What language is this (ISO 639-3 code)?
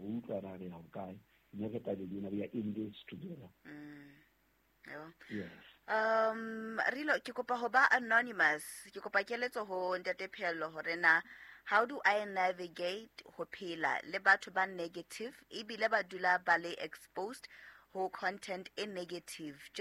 sot